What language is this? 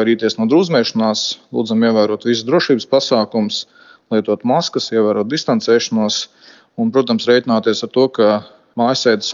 Latvian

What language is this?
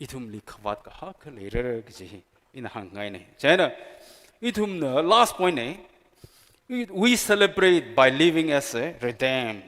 Tangkhul Naga (India)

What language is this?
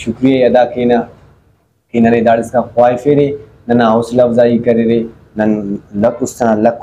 Brahui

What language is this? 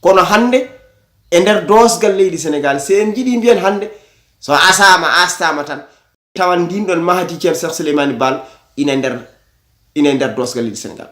Fula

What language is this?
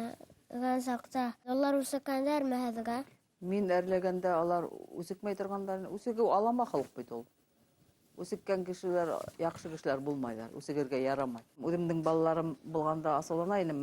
Bashkir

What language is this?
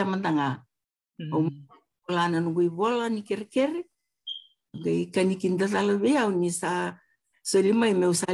Fijian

